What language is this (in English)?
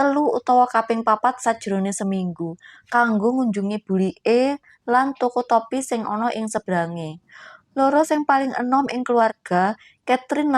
Javanese